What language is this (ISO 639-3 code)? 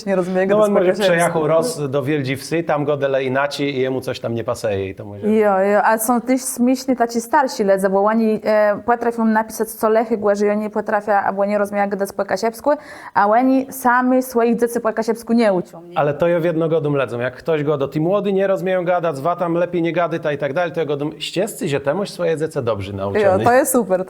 csb